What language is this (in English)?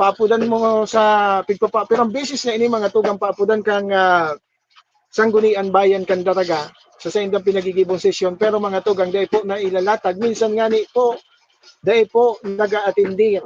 Bikol